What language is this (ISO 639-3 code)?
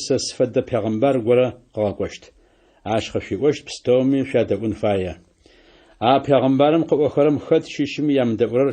ady